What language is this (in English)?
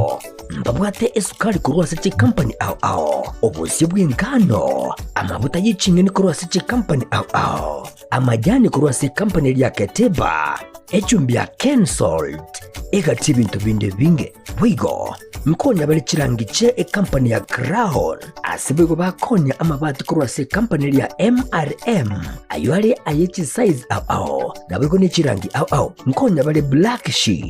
Gusii